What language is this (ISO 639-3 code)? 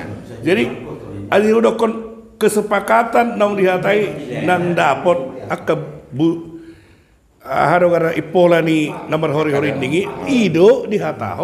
bbc